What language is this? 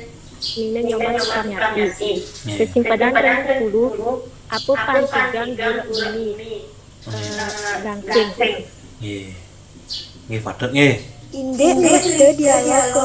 Balinese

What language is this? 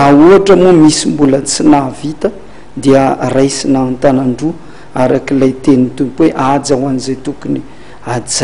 Malagasy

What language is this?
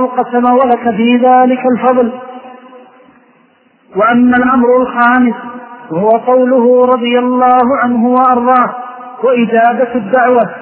Arabic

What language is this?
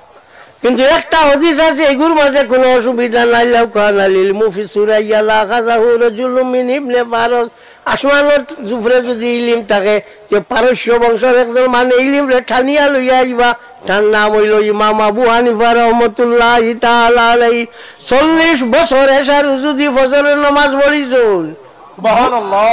Sylheti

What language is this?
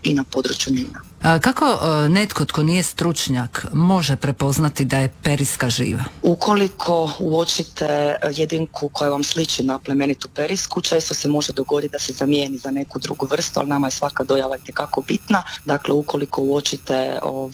Croatian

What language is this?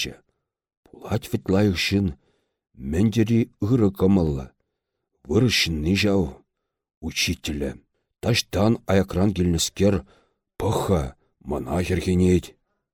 Chuvash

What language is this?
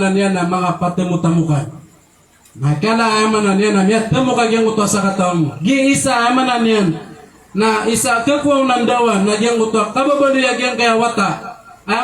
Maranao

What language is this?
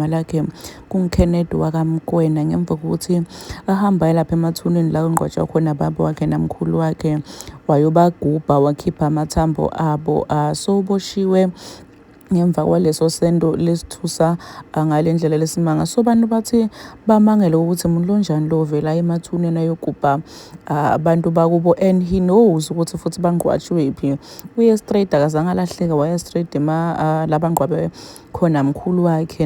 Zulu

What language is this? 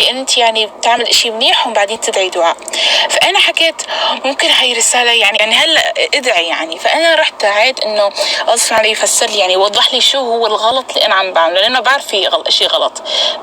North Levantine Arabic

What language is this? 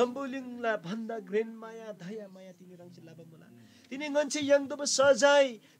Eastern Tamang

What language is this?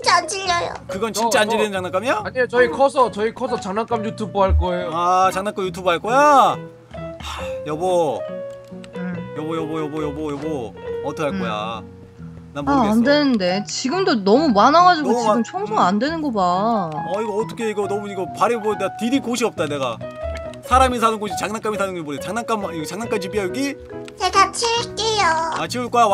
Korean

